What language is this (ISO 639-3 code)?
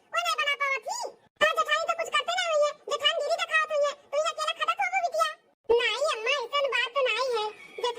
awa